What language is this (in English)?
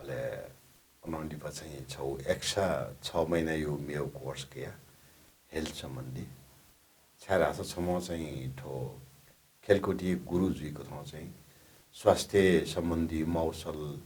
Newari